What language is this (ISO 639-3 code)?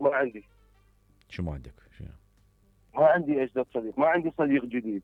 acm